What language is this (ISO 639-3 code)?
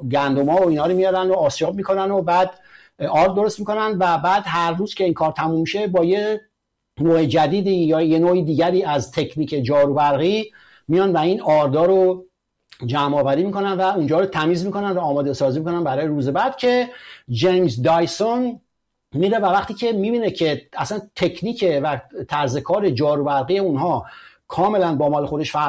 fas